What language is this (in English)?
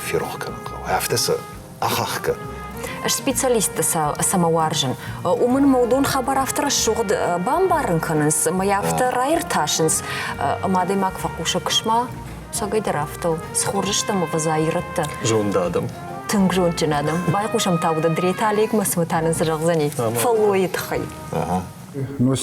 Ossetic